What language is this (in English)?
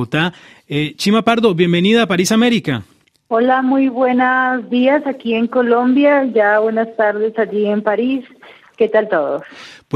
Spanish